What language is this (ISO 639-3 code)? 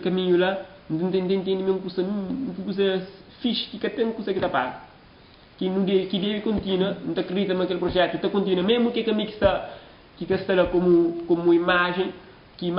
kea